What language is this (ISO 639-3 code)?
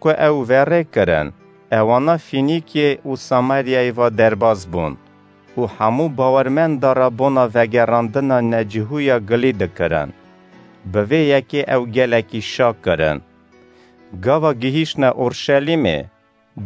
kur